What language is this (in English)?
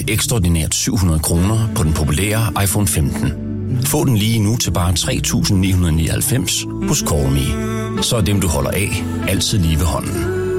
Danish